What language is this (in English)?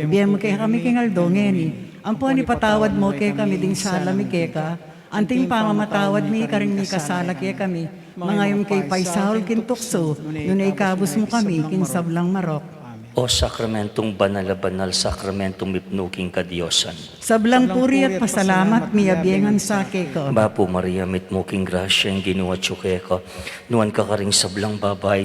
Pampanga